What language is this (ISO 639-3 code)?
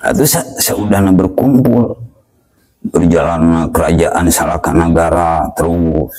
sun